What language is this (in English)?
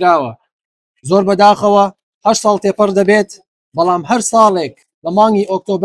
Central Kurdish